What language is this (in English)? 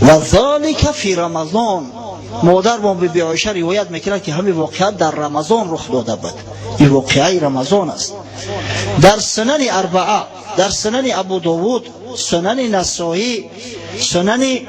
Tajik